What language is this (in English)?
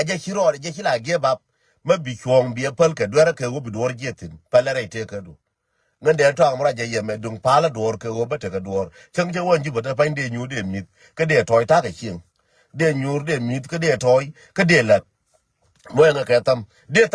Nuer